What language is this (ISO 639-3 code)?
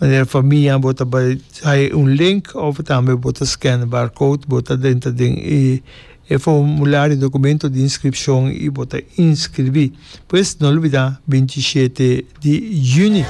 pap